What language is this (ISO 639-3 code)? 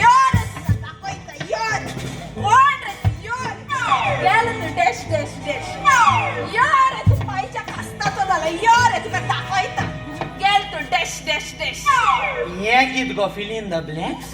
kok